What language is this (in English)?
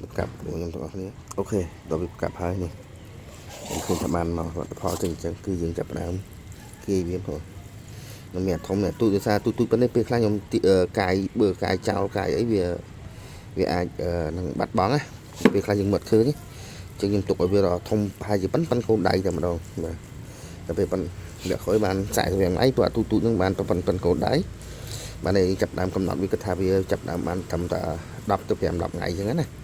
Khmer